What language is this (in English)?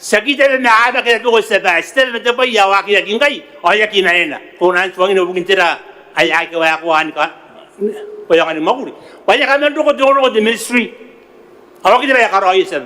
Gilbertese